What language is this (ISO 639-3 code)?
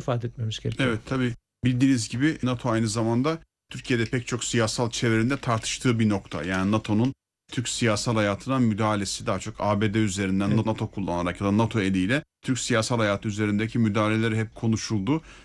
tur